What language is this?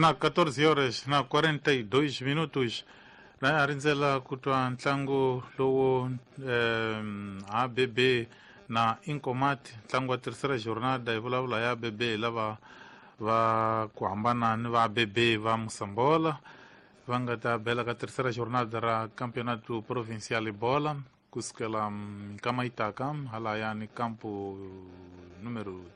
Tsonga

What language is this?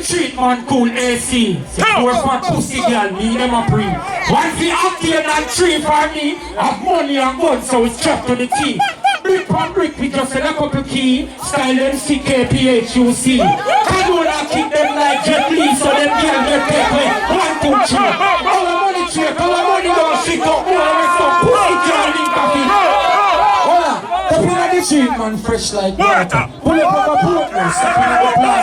Jamaican Creole English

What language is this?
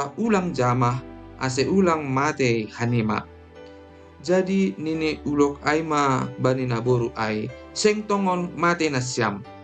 Batak Simalungun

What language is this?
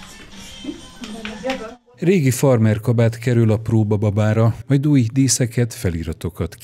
Hungarian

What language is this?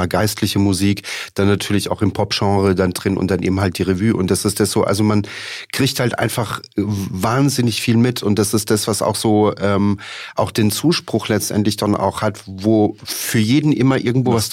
German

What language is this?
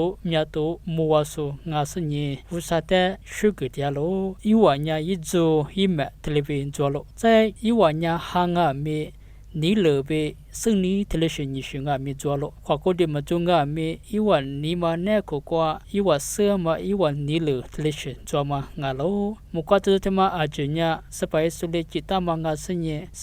Lisu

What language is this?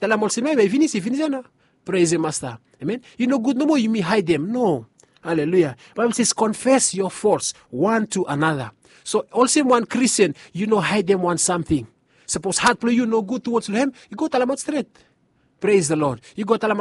Bislama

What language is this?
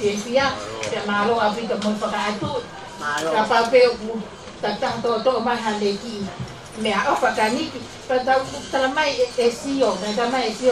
Tongan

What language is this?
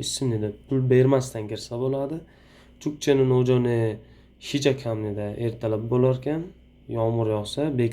Uzbek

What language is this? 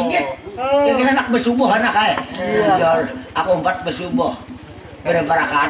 Banjar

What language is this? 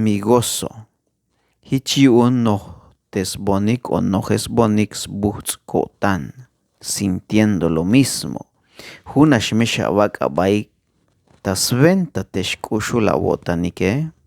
Tzeltal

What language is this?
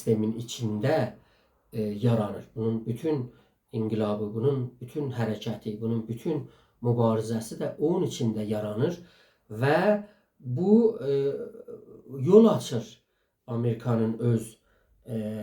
South Azerbaijani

